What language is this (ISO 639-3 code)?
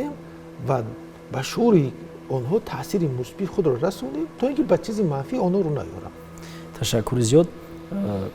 tgk